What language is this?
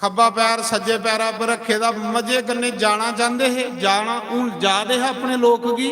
Dogri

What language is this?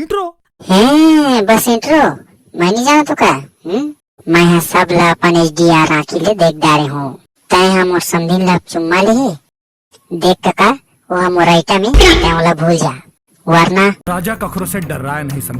Chhattisgarhi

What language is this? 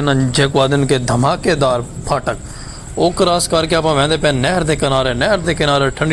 Saraiki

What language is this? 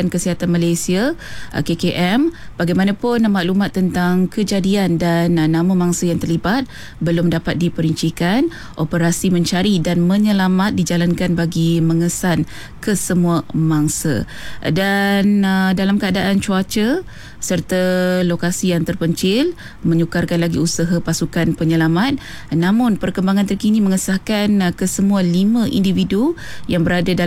Malay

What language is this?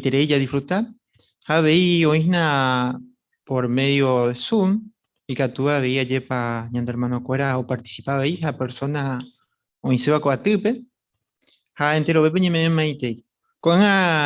Guarani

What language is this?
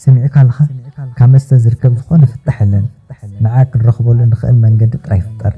Tigrinya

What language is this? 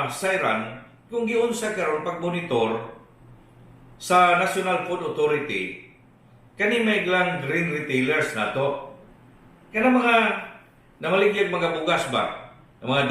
Cebuano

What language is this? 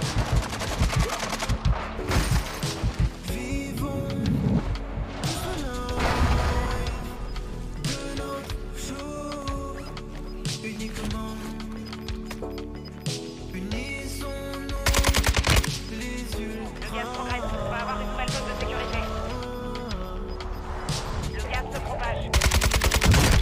French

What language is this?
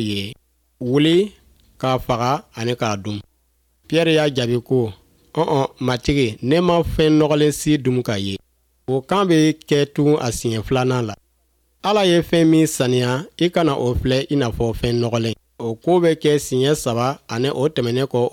Bambara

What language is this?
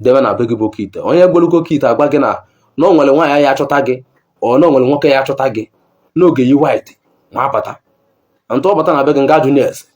Igbo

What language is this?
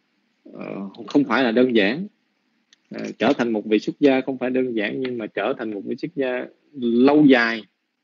Vietnamese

